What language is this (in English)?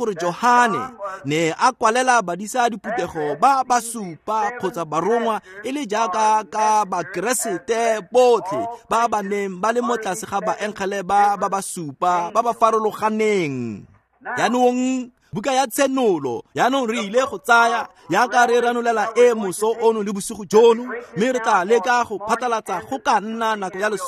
Tswana